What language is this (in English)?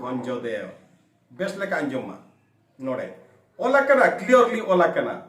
Santali